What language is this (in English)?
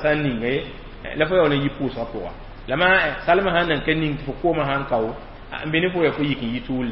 Mossi